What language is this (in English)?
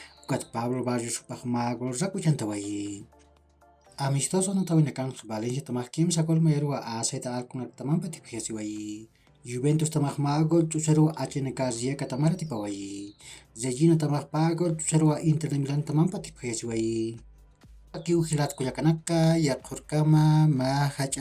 Aymara